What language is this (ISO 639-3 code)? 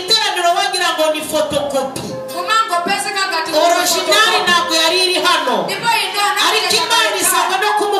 kin